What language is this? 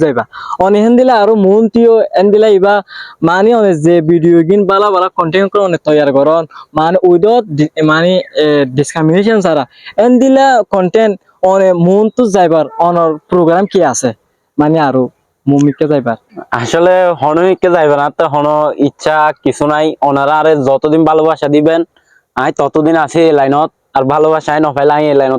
Rohingya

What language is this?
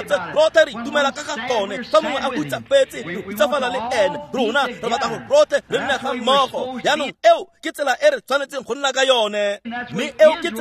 Tswana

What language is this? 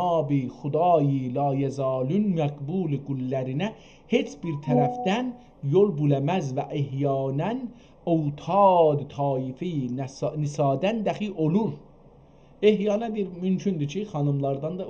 South Azerbaijani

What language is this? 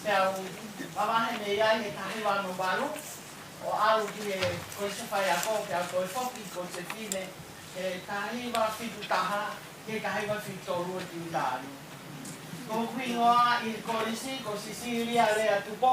Tongan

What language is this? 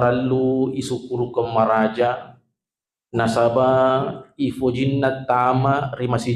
Buginese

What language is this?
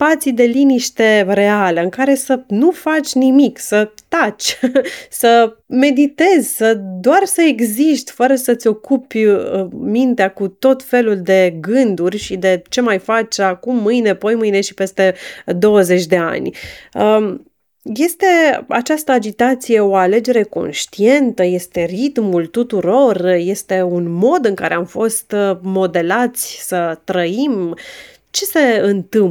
Romanian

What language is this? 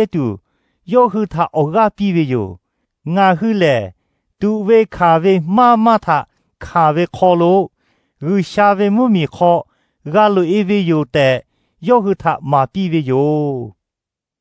Lahu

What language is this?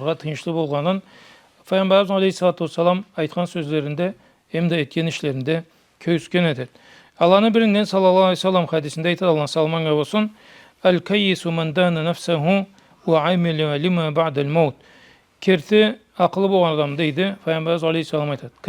Karachay-Balkar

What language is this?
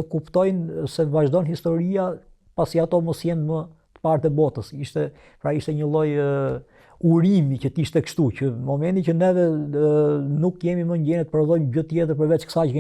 Albanian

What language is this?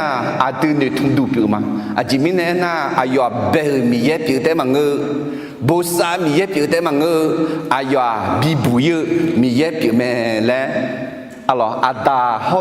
Akha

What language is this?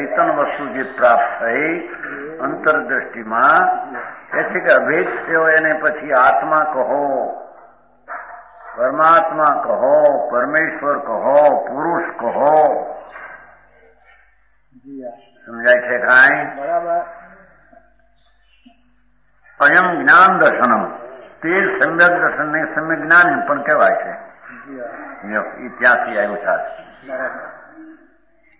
Gujarati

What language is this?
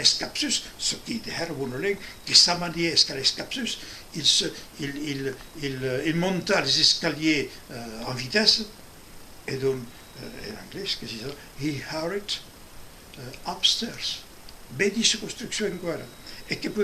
Occitan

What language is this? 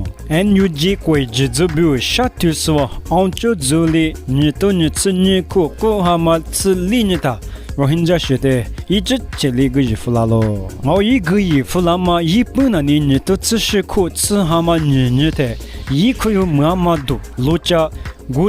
Lisu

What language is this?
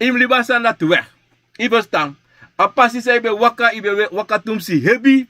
Sranan Tongo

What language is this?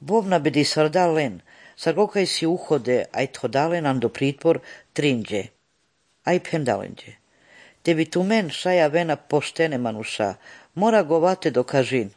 Serbian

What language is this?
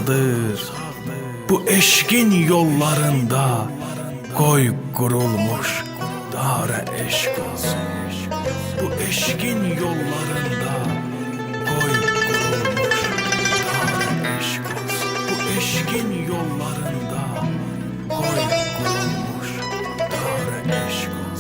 South Azerbaijani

